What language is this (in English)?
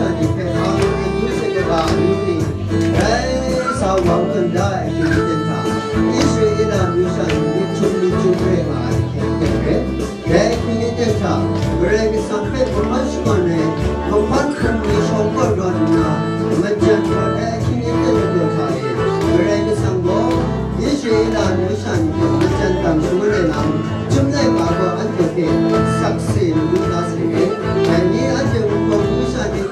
Kachin